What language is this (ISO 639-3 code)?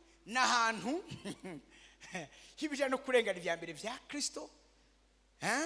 run